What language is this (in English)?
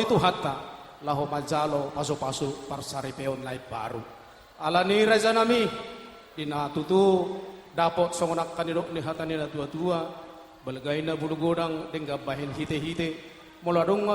Batak Toba